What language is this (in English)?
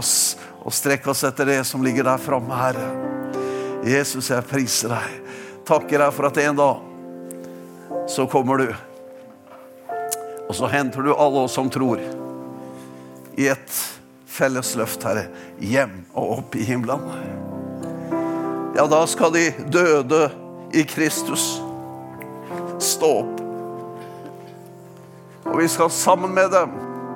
Norwegian